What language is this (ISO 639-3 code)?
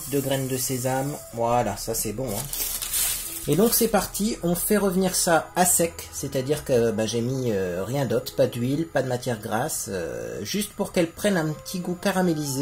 fra